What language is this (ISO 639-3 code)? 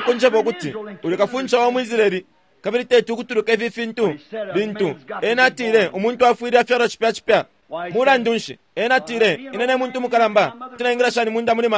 bem